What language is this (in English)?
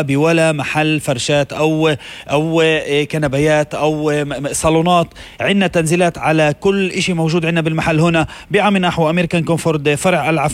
North Levantine Arabic